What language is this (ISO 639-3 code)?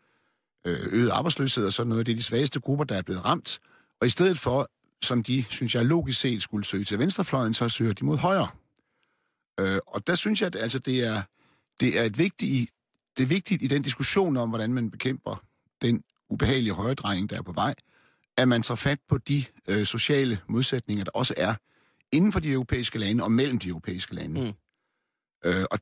dan